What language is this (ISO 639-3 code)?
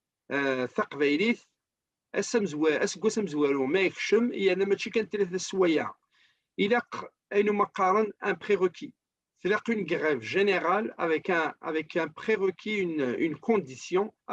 kab